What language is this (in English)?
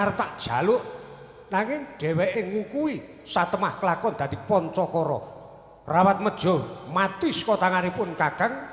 Javanese